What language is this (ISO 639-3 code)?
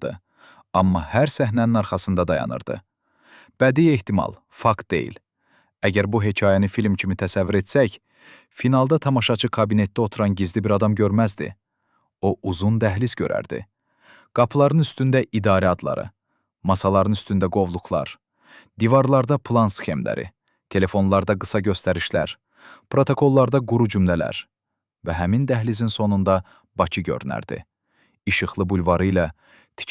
aze